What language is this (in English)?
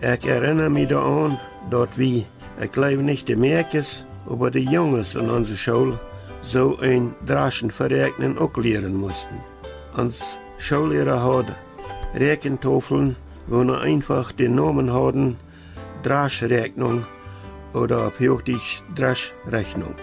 Plautdietsch